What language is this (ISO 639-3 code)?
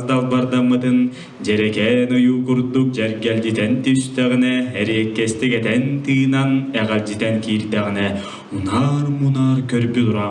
sah